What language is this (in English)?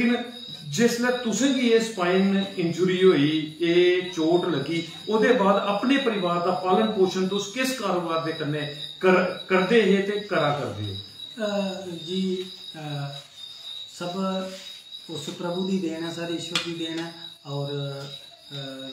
Dogri